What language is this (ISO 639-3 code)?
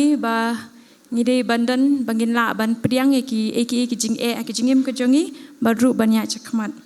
kha